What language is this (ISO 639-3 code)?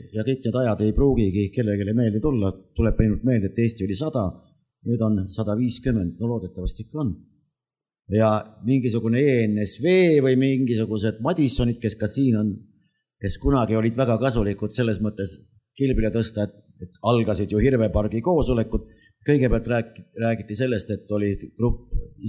est